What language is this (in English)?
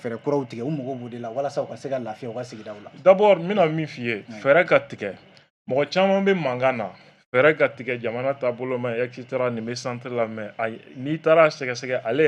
Bambara